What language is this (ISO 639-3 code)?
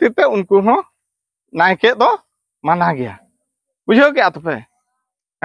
sat